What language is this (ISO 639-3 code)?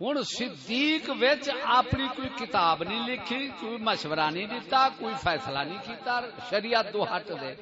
skr